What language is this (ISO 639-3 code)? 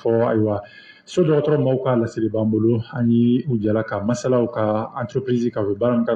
bam